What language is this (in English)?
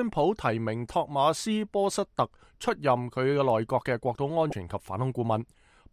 Cantonese